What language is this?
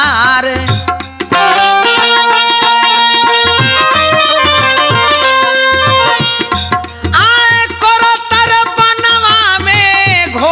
Bhojpuri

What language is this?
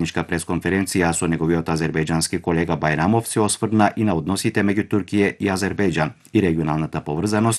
Macedonian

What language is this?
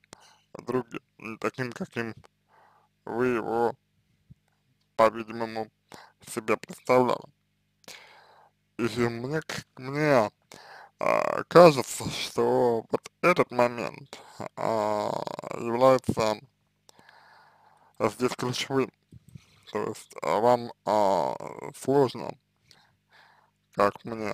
Russian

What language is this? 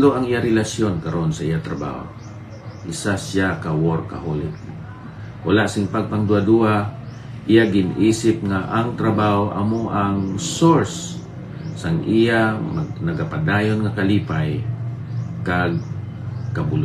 Hiligaynon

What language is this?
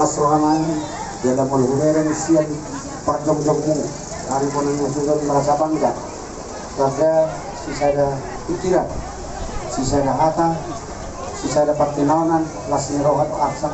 Batak Toba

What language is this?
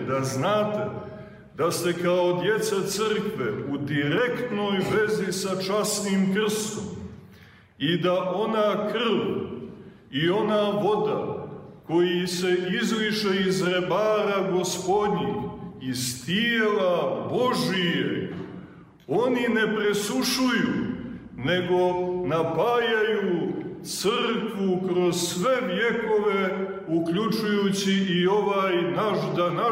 Serbian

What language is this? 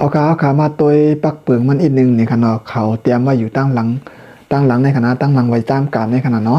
Shan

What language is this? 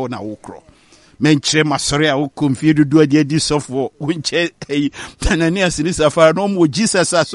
Akan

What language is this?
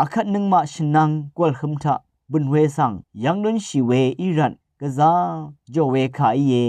Rawang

